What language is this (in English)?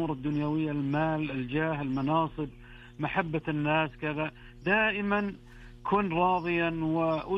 Arabic